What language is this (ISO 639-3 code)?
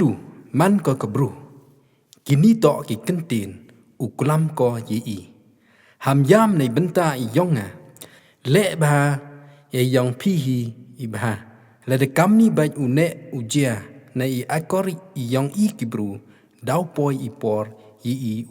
pbv